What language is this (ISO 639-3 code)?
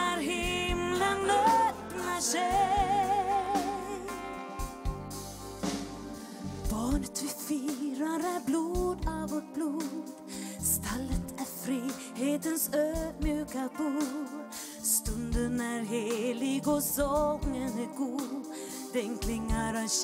swe